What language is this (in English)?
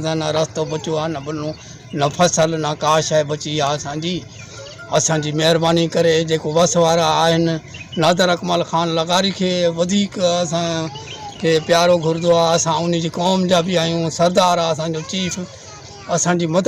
Sindhi